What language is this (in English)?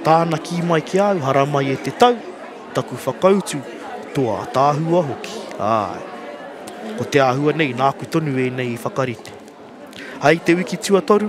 Māori